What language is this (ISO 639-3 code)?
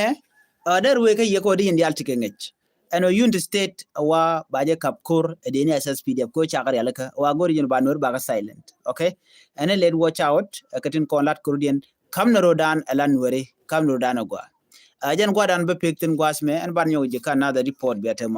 nus